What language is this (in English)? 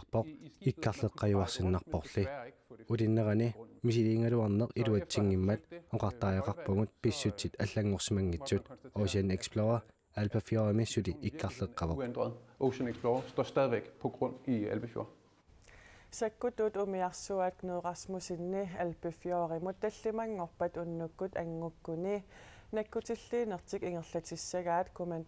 Kalaallisut